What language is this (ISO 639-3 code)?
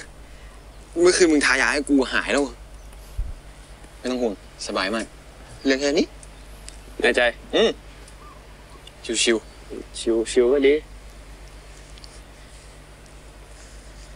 tha